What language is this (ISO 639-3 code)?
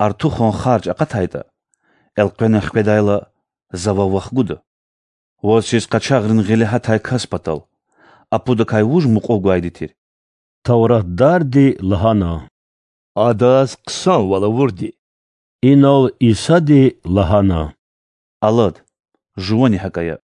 lez